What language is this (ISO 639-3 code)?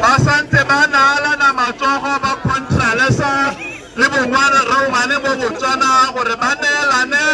tsn